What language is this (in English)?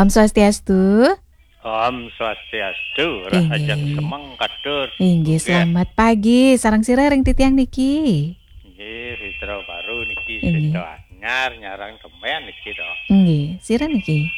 Balinese